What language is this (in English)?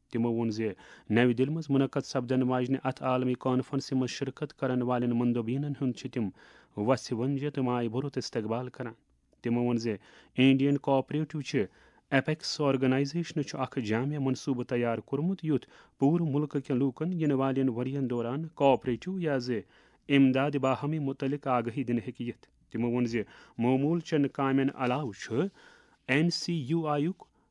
Kashmiri